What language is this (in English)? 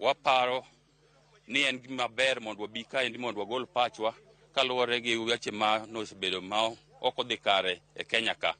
Luo (Kenya and Tanzania)